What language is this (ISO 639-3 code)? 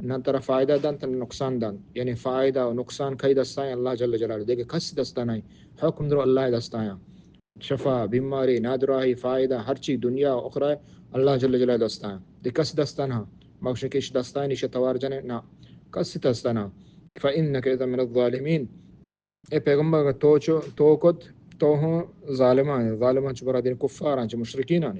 bal